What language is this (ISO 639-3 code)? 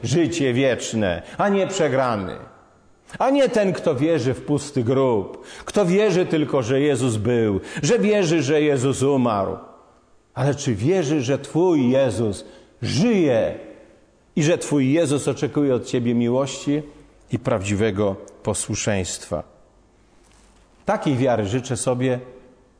pol